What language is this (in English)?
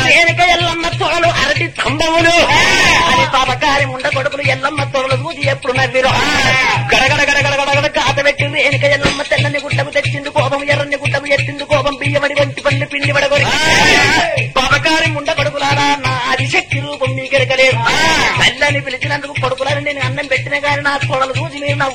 Telugu